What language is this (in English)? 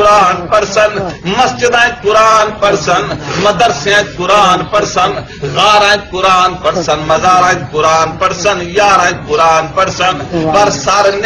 Saraiki